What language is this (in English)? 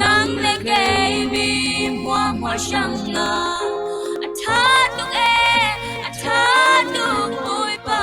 Falam Chin